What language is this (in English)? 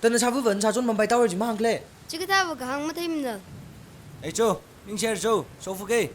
Tangkhul Naga (India)